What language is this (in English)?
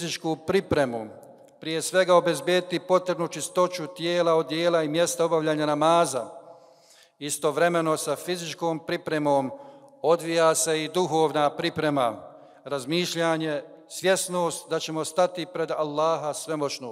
Bosnian